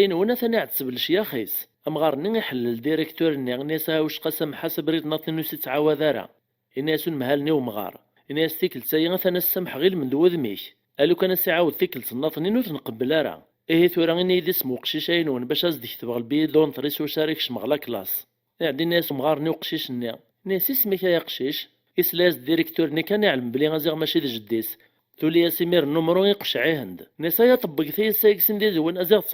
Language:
Kabyle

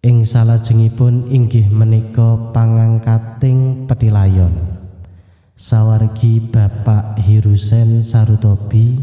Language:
Javanese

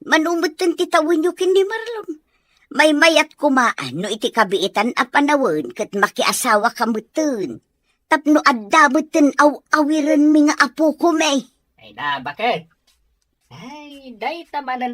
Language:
Iloko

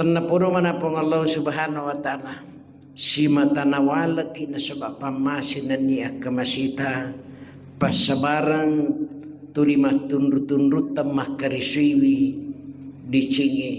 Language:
Buginese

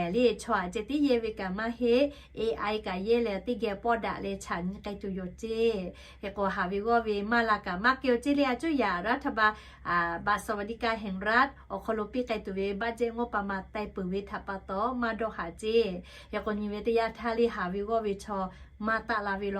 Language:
Lahu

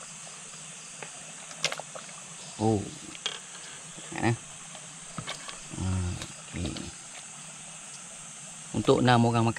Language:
Malay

